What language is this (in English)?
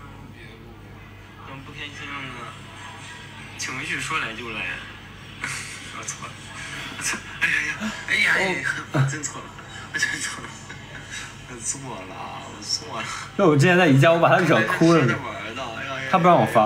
Chinese